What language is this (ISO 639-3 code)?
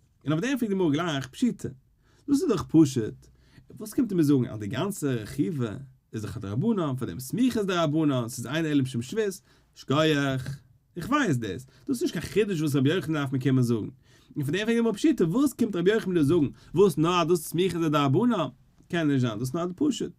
yid